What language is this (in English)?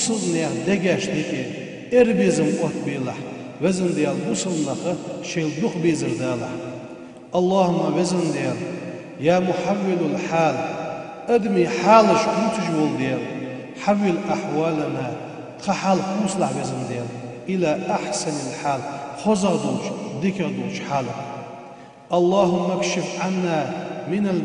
Ingush